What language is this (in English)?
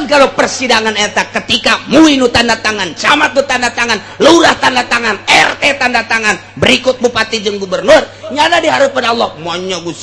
Sundanese